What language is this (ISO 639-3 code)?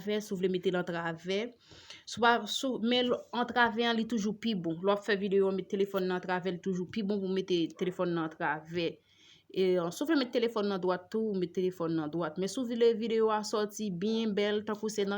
hat